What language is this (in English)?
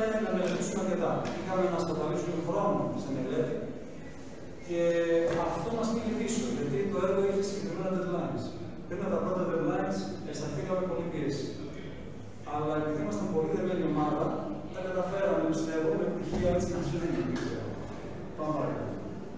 Greek